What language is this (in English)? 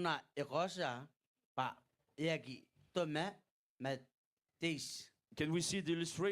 Gilbertese